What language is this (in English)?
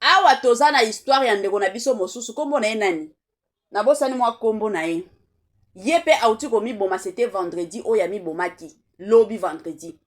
Lingala